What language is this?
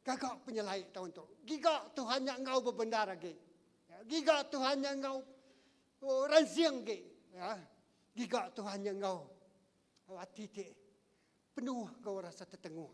Iban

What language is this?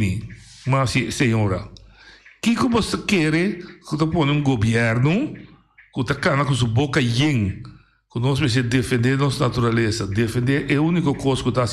Papiamento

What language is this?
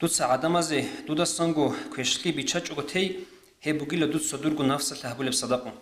Avaric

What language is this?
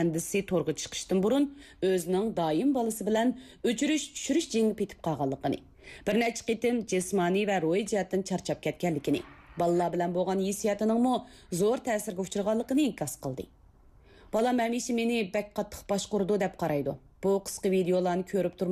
Uyghur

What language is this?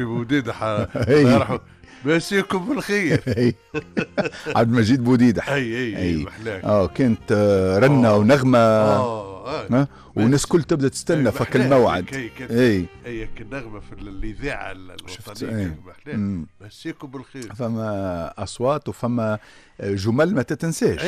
Tunisian Arabic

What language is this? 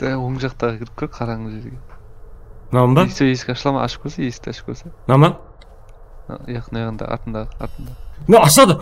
Kara-Kalpak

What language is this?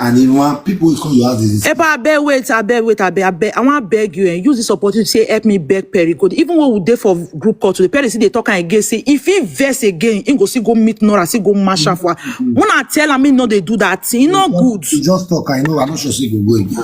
Nigerian Pidgin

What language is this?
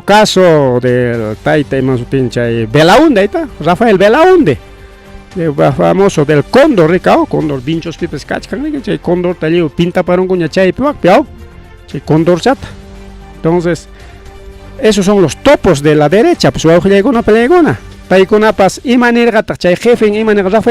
Ayacucho Quechua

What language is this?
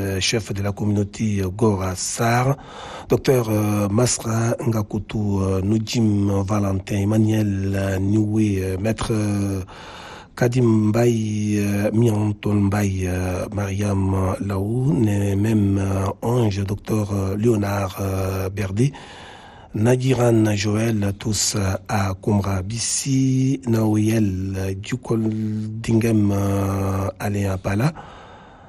French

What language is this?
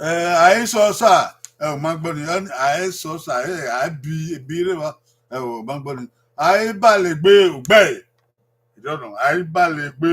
Bini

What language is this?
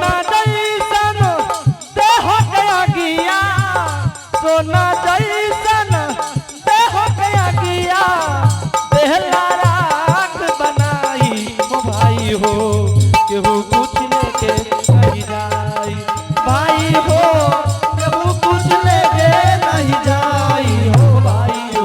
Angika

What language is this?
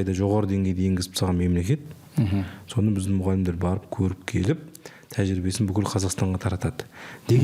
Kazakh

